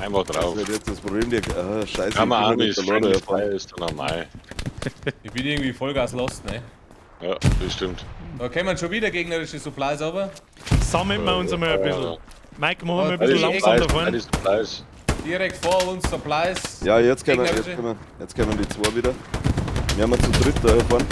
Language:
Bavarian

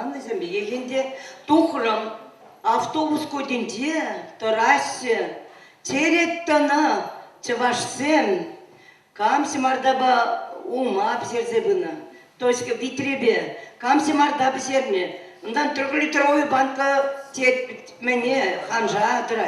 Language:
Chuvash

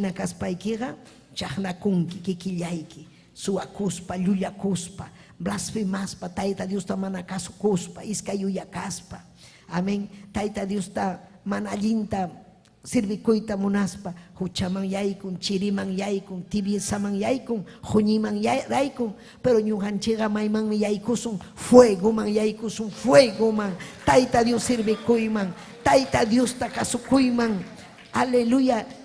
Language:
Ayacucho Quechua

